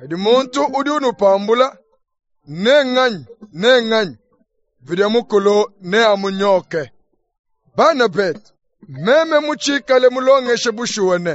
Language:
Luba-Lulua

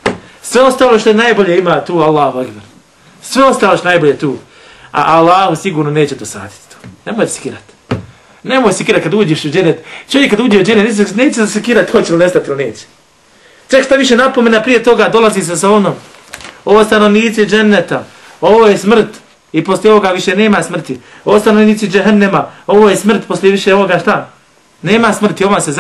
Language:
Bosnian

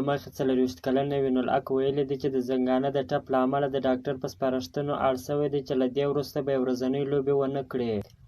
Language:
Pashto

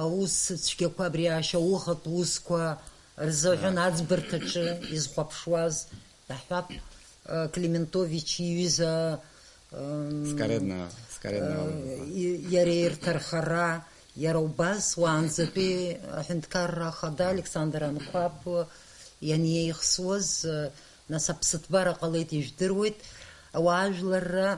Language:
Abkhazian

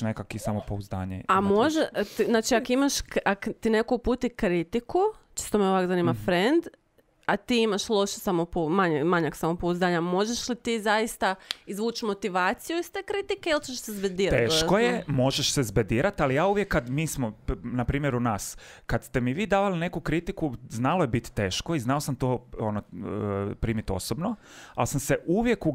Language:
Croatian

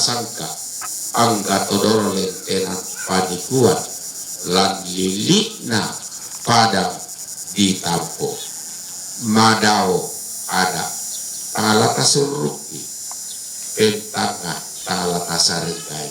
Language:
Toraja-Sa'dan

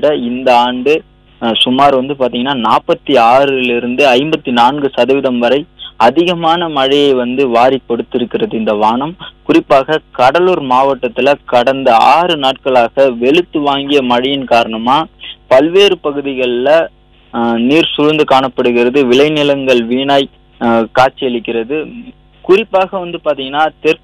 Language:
Tamil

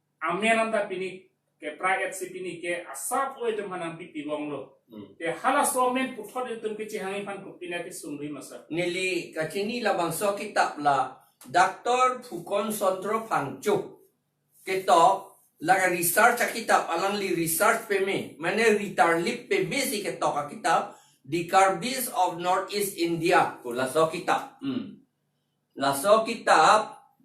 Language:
Karbi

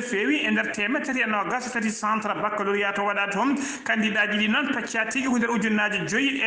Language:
Fula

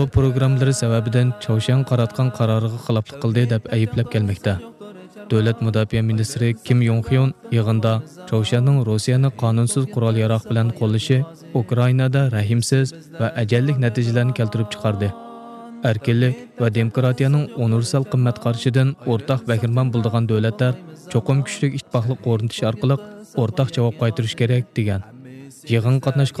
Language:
Uyghur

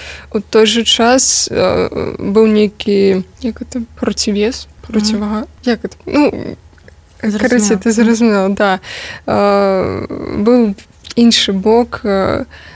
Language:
Belarusian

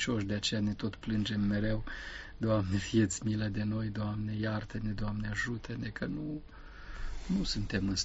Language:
Romanian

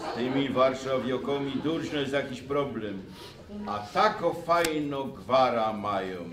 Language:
Silesian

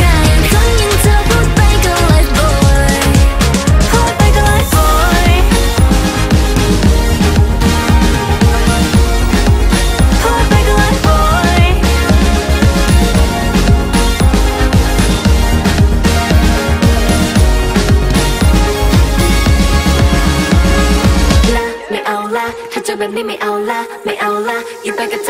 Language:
Thai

